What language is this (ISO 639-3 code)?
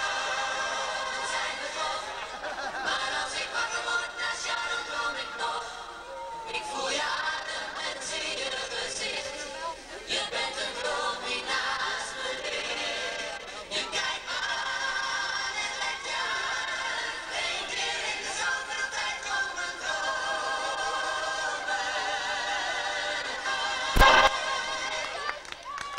nld